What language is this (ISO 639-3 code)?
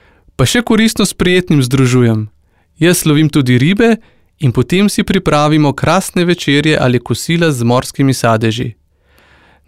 slv